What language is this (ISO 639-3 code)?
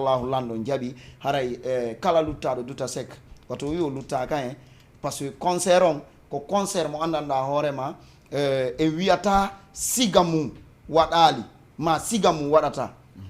ful